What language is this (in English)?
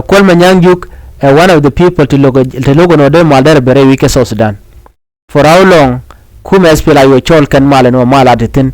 Nuer